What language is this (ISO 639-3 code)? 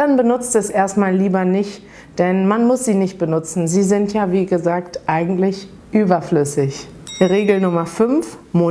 deu